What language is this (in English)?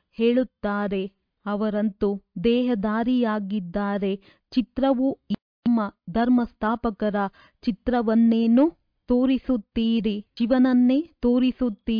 Kannada